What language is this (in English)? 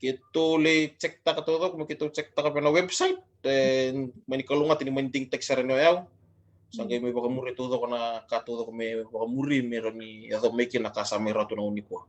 Fijian